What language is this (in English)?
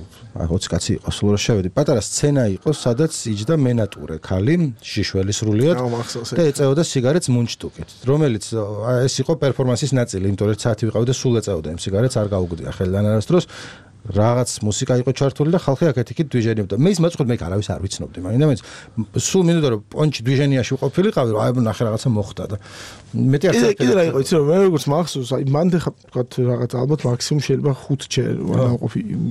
Georgian